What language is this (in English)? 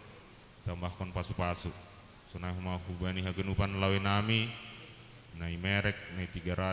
Batak Simalungun